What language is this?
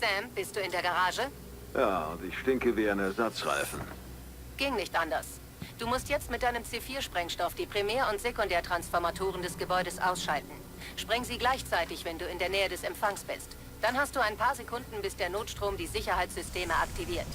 Bavarian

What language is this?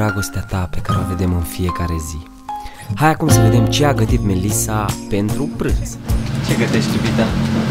Romanian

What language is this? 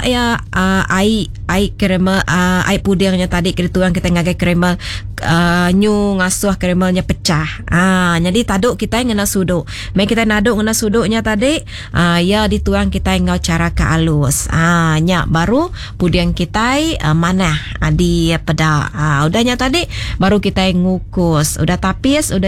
Iban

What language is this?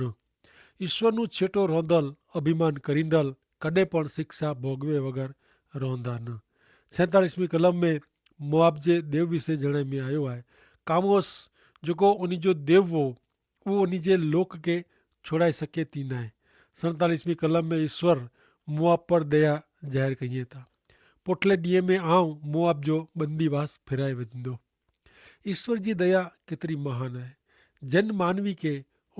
Kachhi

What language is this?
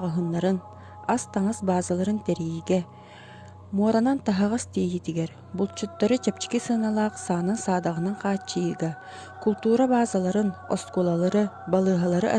Yakut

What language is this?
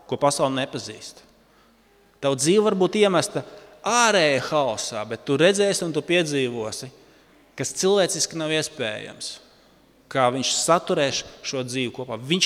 Latvian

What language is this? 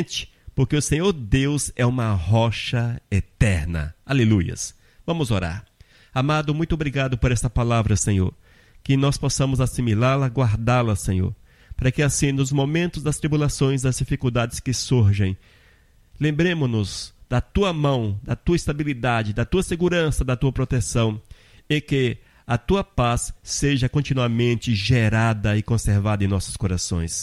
Portuguese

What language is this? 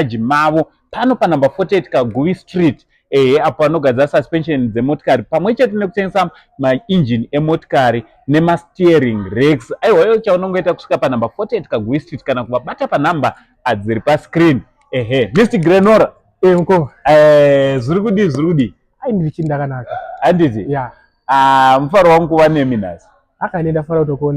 Shona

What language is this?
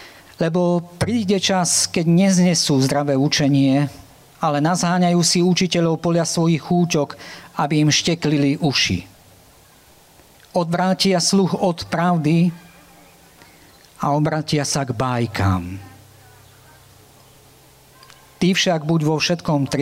Slovak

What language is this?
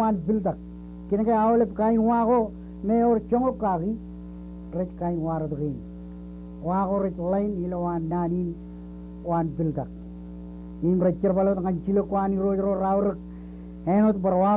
Marshallese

